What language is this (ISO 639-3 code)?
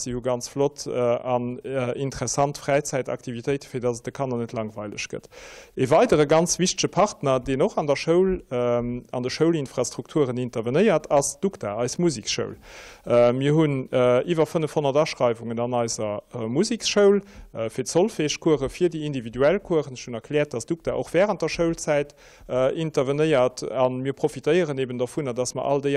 ltz